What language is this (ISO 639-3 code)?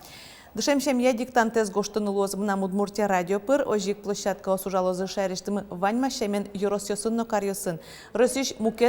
udm